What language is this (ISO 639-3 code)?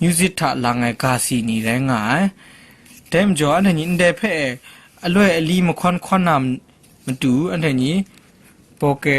kac